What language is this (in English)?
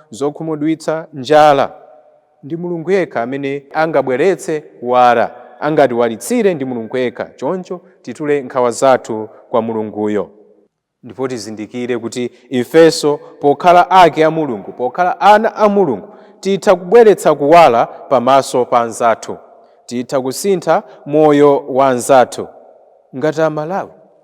Nyanja